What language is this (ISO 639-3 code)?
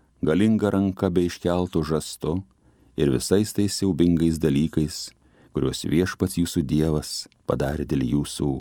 lit